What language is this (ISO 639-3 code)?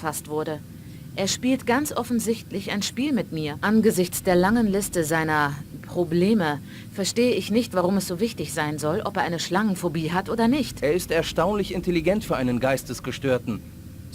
bar